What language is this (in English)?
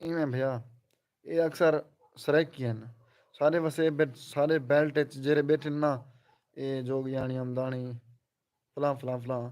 Saraiki